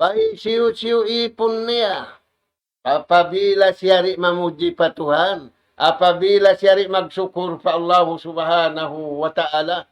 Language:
Tausug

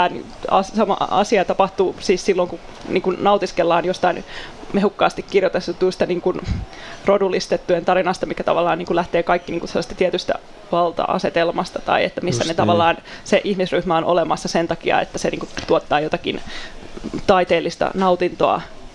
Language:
Finnish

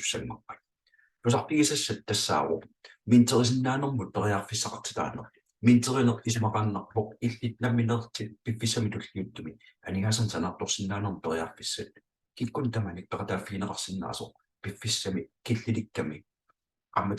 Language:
Kalaallisut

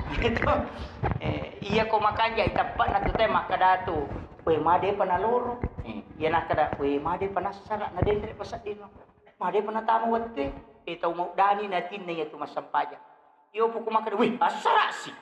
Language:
Buginese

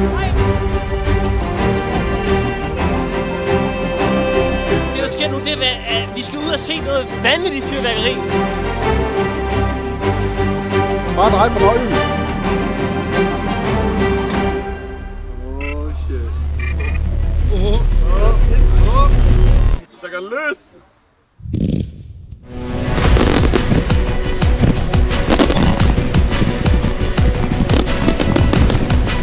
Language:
Danish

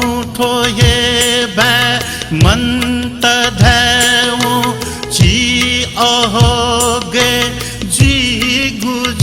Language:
Newari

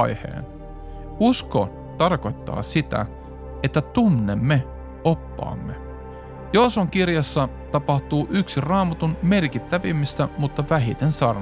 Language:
Finnish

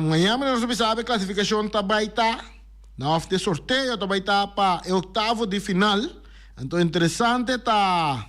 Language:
Papiamento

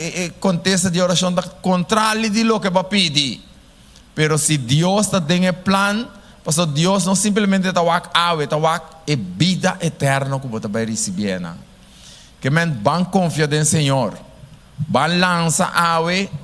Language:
Papiamento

